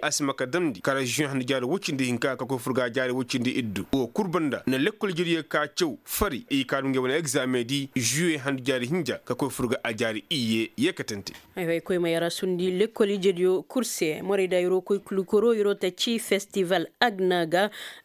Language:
Koyraboro Senni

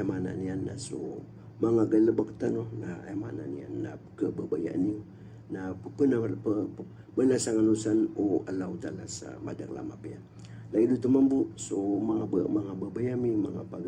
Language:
Maranao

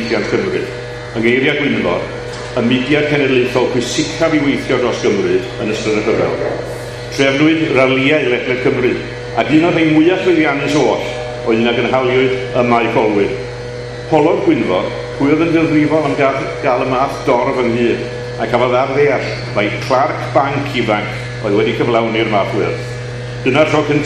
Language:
Welsh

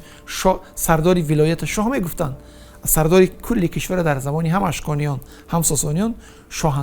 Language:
Tajik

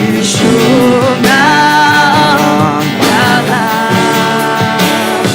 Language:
Akha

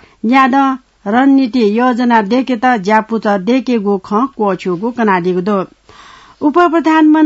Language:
Newari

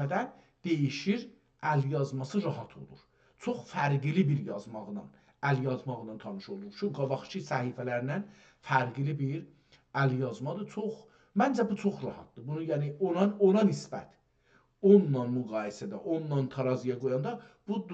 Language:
South Azerbaijani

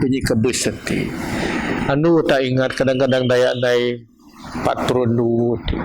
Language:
Biatah Bidayuh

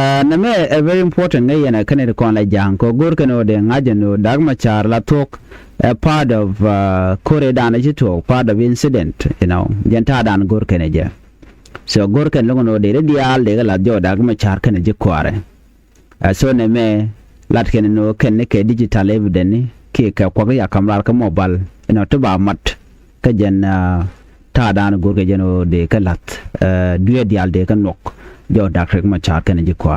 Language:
Nuer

